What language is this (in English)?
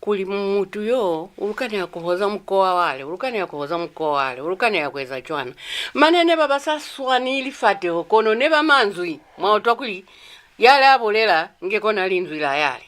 Lozi